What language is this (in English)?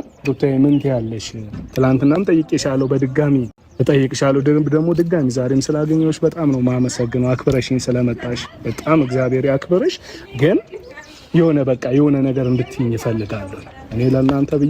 Amharic